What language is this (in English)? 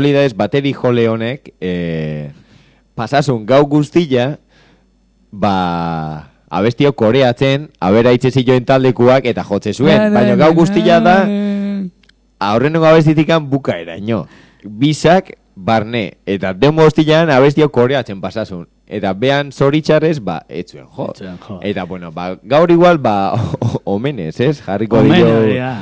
Basque